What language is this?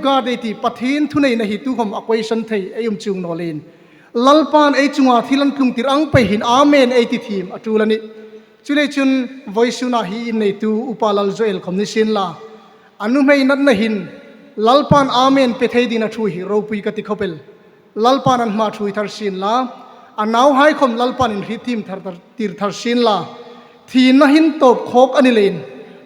Hmar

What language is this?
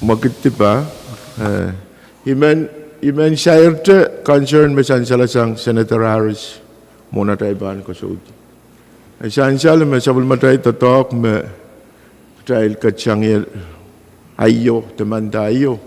Pohnpeian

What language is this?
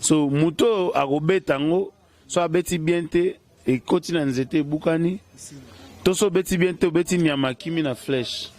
Lingala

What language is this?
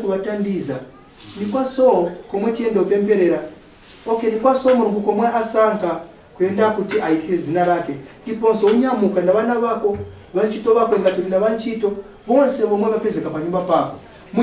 Nyanja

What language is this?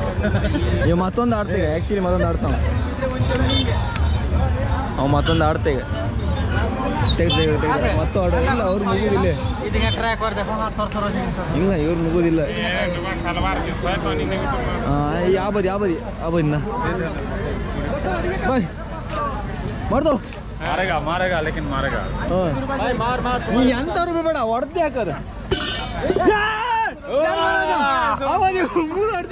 Kannada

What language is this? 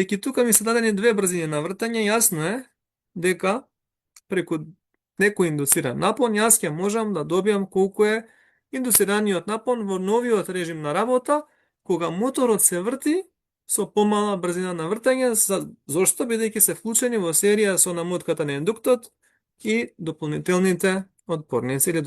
Macedonian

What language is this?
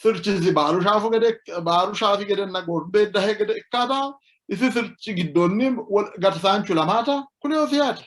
Sidamo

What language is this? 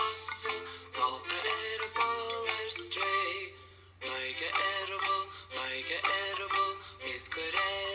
Irish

